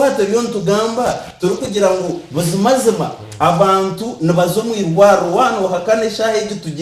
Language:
Nyankole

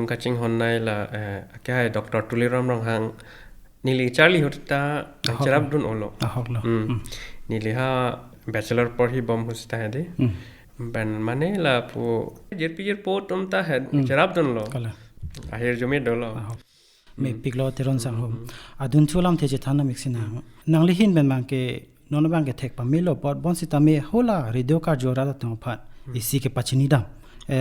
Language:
Karbi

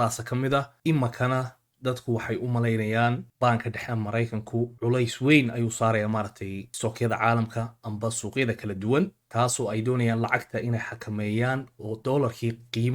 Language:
Somali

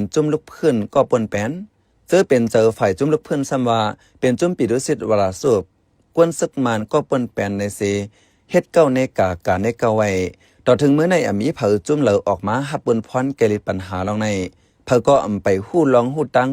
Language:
Shan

